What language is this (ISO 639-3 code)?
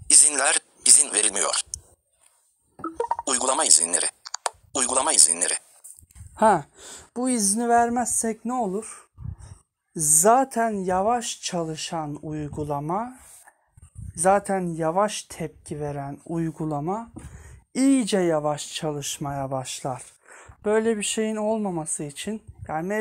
tur